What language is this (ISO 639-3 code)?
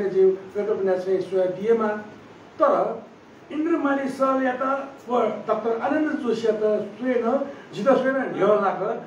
new